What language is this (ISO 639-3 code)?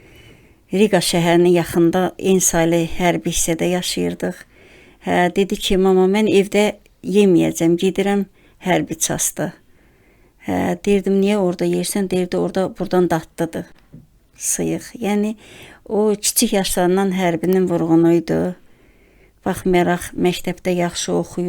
aze